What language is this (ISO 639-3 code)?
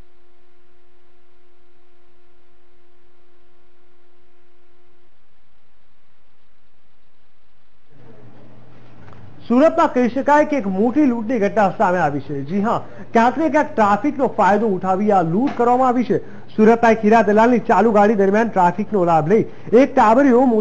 guj